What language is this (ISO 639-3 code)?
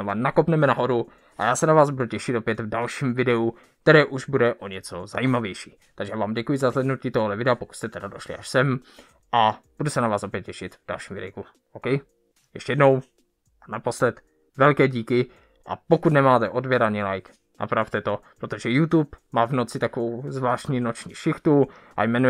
ces